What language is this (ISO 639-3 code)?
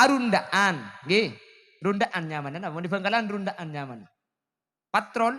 mad